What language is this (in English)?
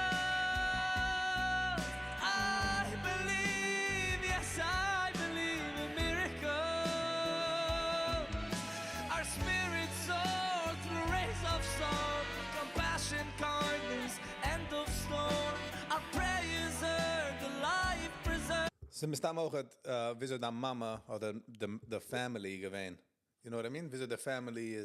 Yiddish